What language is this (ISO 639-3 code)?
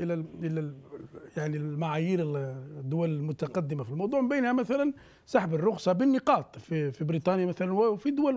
ara